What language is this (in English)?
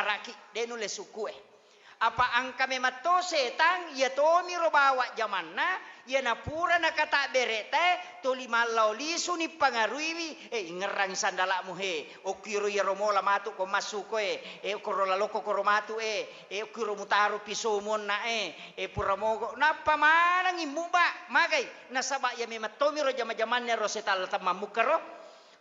Buginese